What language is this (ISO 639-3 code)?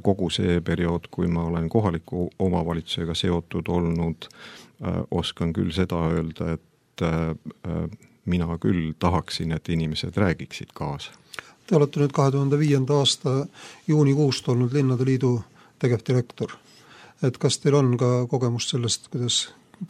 est